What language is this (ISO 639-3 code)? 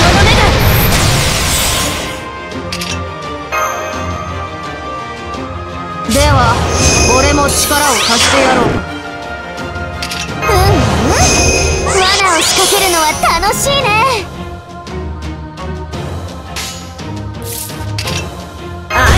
jpn